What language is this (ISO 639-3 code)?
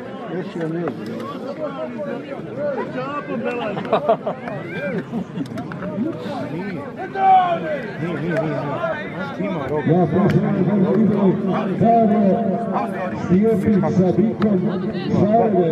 hrv